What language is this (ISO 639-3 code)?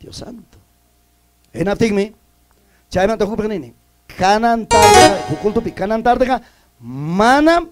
quy